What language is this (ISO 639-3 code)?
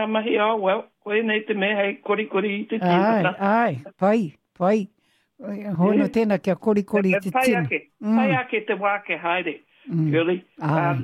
mri